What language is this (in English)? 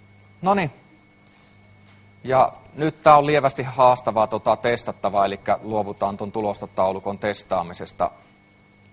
Finnish